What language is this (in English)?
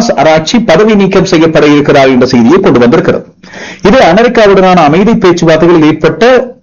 Tamil